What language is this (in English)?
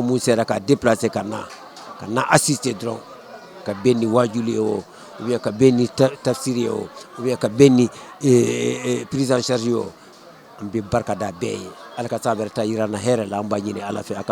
Bambara